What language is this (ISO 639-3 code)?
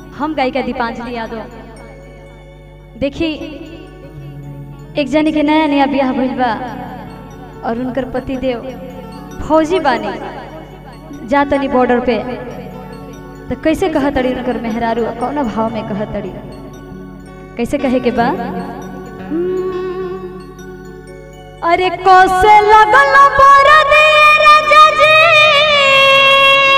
bho